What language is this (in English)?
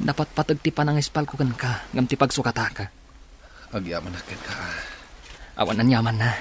Iloko